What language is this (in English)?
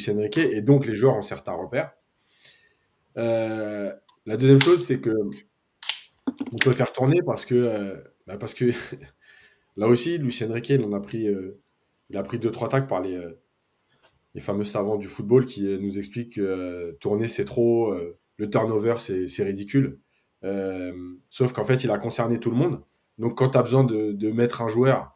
French